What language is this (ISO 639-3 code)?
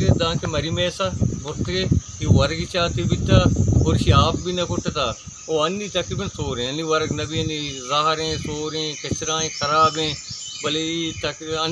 bal